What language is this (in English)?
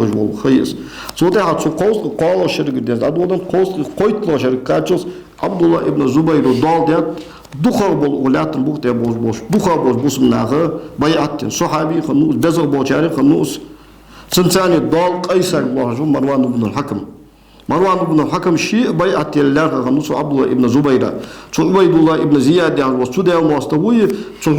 Ingush